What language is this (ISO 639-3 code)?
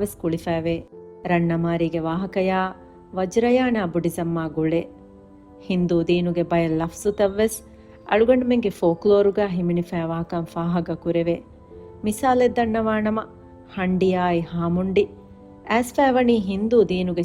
div